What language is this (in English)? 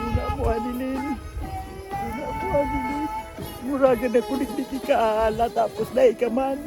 Bikol